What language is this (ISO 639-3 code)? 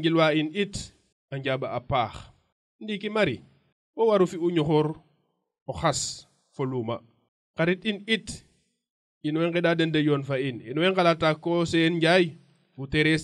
srr